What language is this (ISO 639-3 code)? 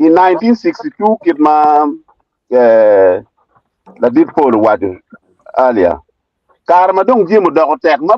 ach